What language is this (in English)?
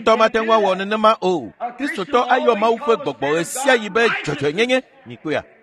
Ewe